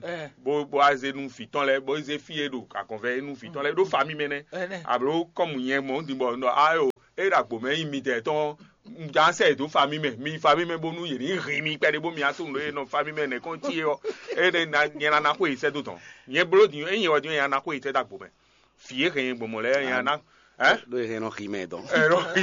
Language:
Fon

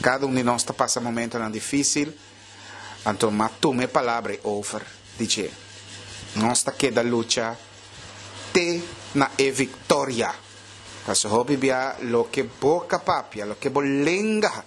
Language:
Papiamento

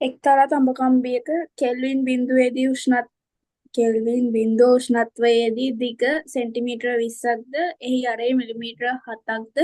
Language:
Sinhala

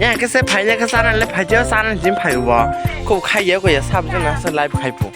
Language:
Kok Borok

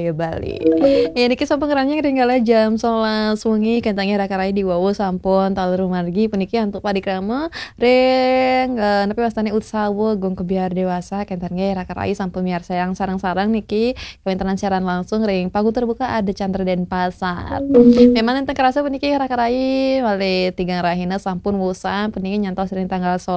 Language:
Balinese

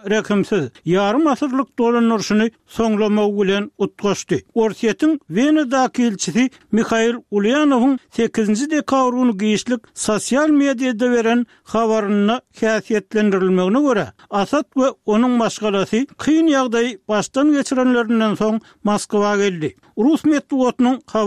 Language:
Turkmen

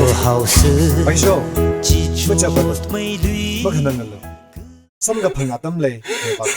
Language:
Tangkhul Naga (India)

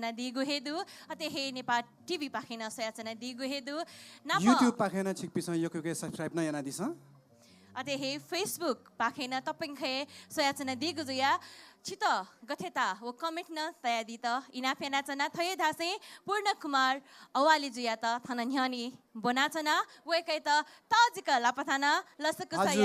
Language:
Newari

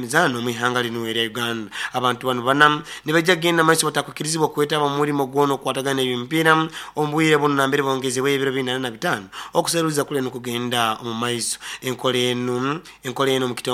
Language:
Nyoro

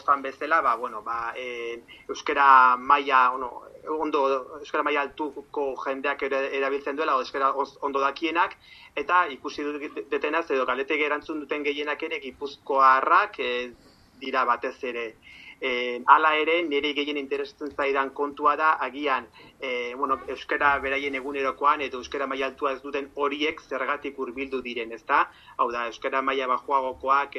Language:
Basque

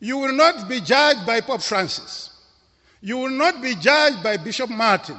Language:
English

